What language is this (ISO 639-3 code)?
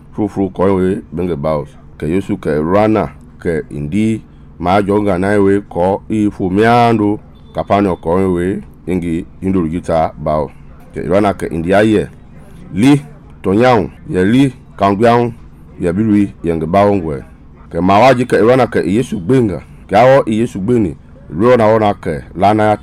men